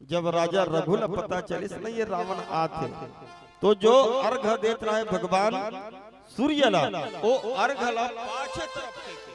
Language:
Chhattisgarhi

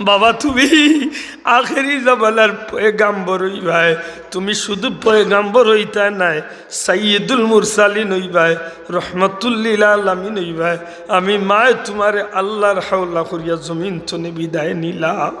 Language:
Sylheti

